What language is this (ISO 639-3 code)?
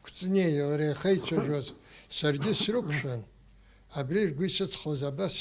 abk